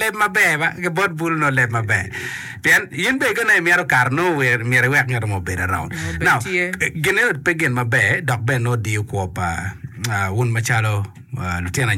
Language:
Acoli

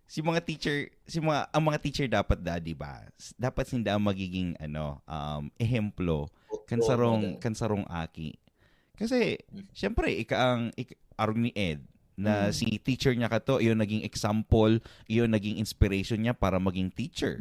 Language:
Bikol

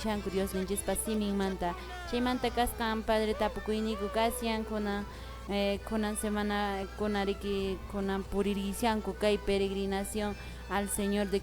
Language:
Quechua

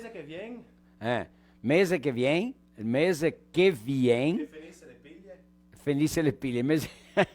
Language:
Venetian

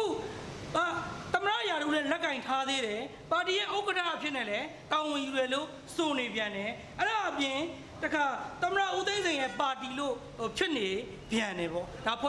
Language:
Burmese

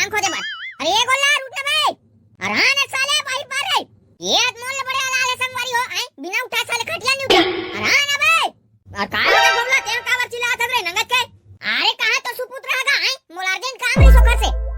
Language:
Chhattisgarhi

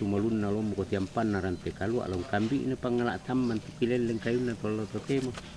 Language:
Toraja-Sa'dan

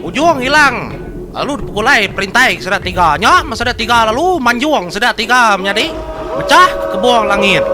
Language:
Iban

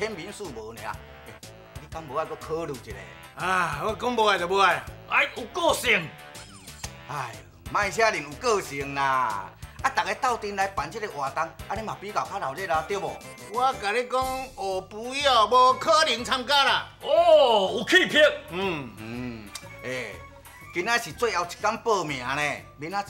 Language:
Min Nan Chinese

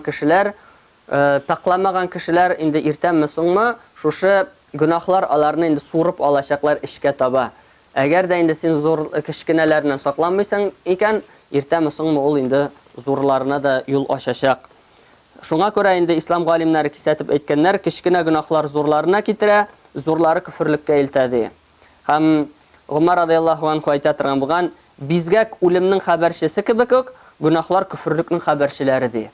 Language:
Tatar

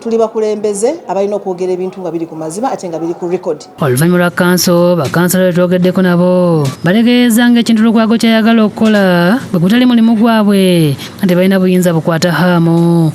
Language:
Ganda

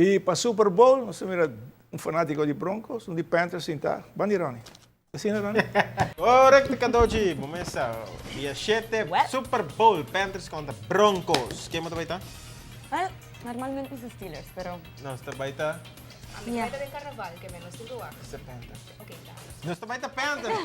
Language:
Papiamento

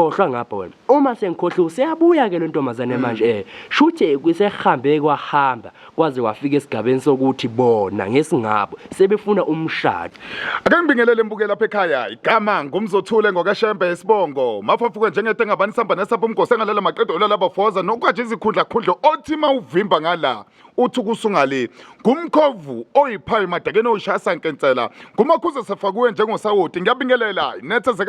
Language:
Zulu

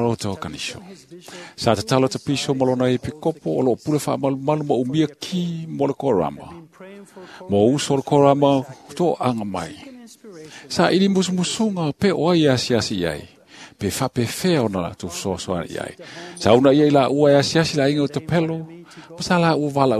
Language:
Samoan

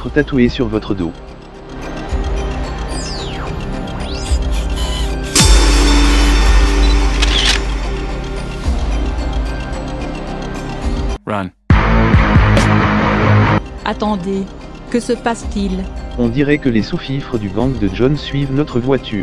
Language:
French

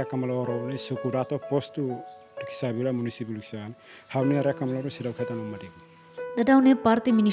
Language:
Tetum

